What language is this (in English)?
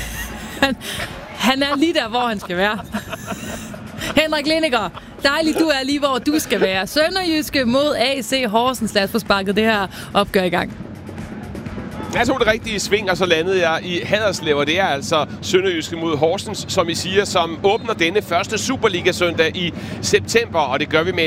Danish